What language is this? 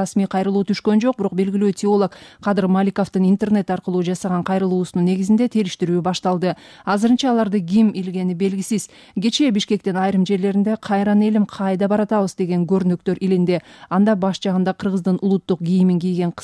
Kyrgyz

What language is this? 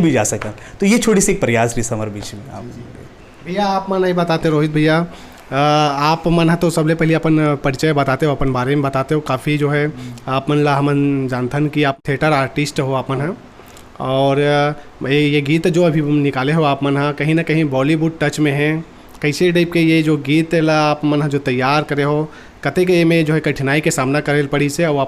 Chhattisgarhi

